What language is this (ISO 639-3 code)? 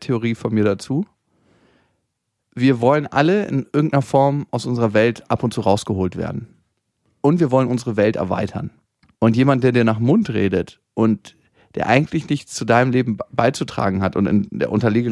deu